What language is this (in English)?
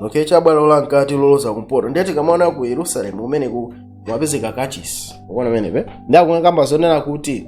Nyanja